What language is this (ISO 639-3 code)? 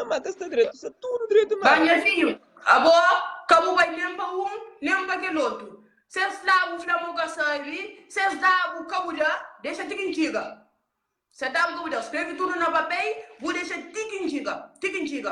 kea